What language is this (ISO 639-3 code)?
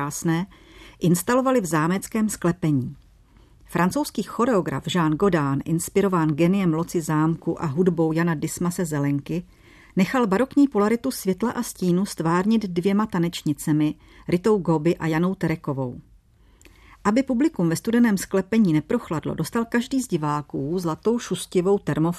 ces